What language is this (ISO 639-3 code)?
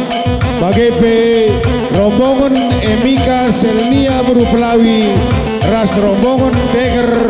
btx